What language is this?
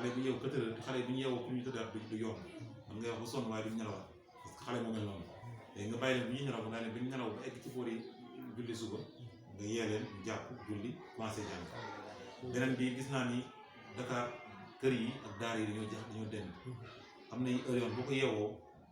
Wolof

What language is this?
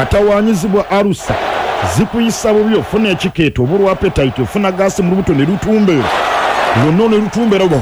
Ganda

